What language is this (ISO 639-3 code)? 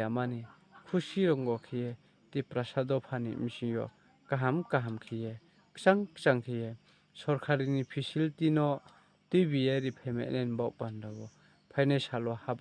ria